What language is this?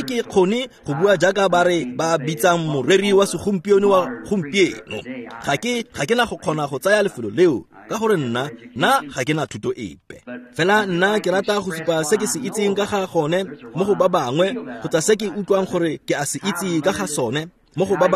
Tswana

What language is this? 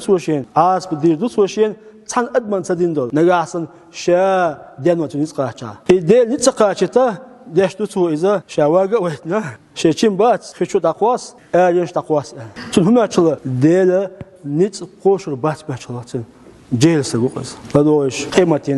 Chechen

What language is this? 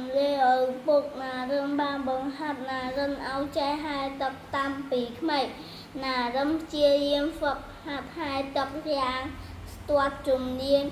Khmer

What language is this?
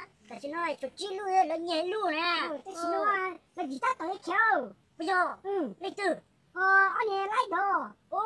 Hmong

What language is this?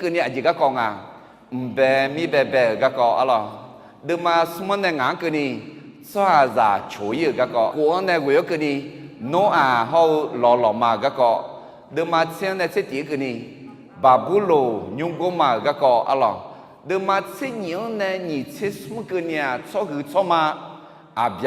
Akha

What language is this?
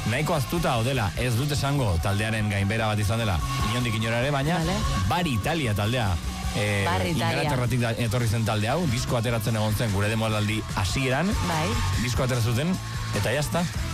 Basque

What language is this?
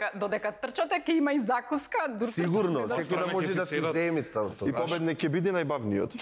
Macedonian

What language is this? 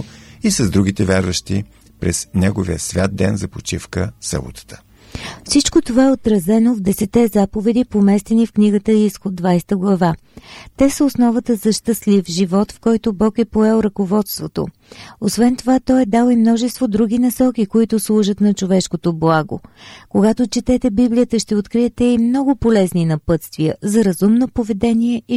Bulgarian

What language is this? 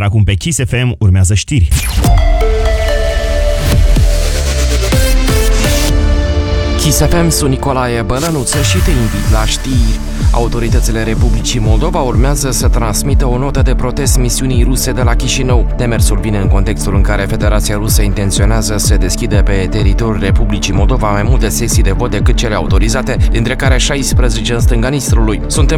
Romanian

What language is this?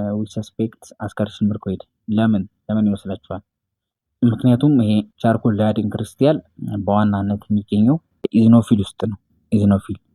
Amharic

